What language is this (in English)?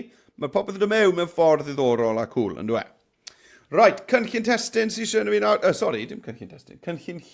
Welsh